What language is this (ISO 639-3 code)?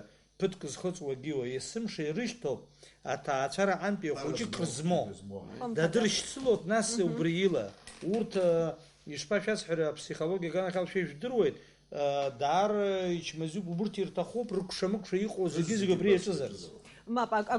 abk